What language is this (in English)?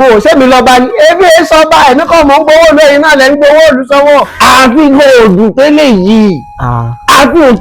Yoruba